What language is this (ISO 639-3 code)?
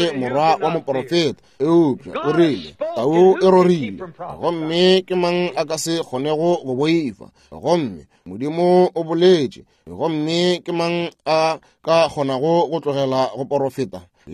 nso